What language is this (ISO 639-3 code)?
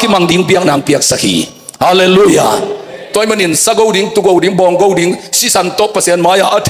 ctd